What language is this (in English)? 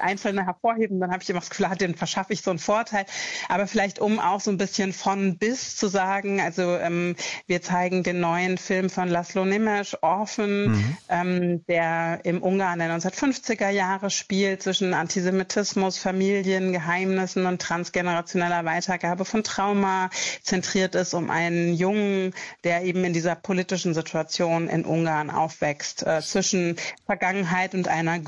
German